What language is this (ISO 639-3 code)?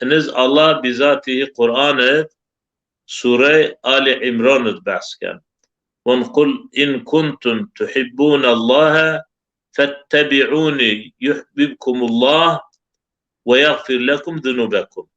zza